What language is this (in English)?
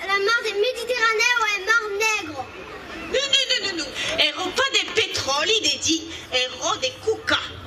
Occitan